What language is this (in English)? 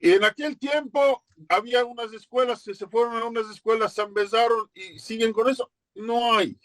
Ladino